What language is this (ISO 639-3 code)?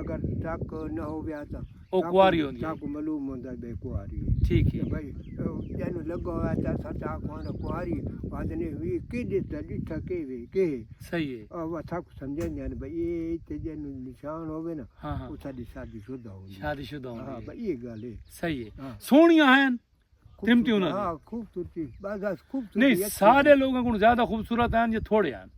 skr